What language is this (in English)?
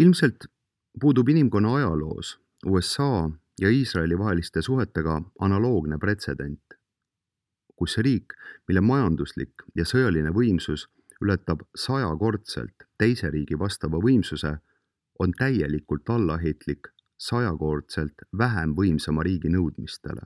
Estonian